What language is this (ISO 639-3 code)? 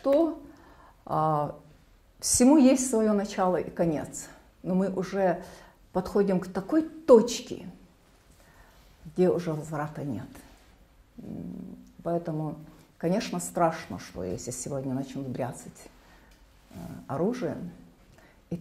rus